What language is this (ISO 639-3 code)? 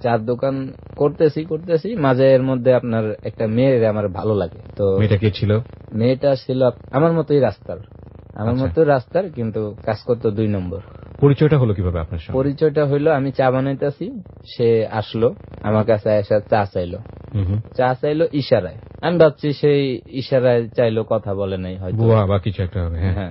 ben